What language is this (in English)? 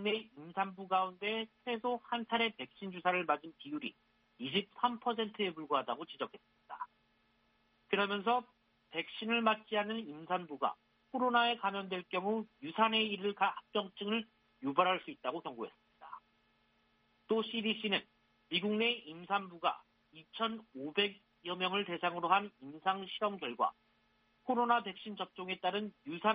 Korean